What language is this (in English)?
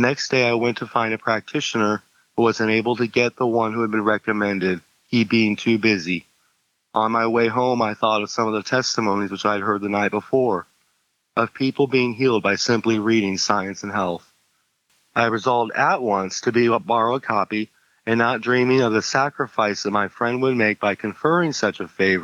English